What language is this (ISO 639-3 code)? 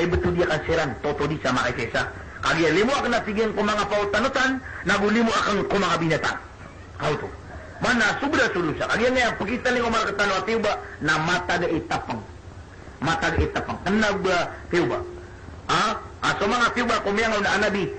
mrw